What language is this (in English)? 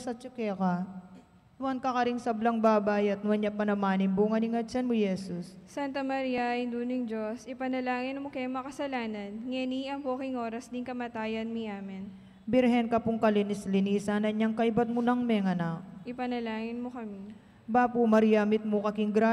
Pampanga